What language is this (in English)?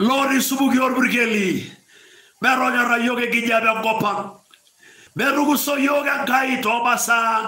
Masai